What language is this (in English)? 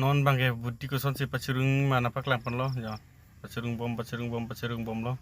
Karbi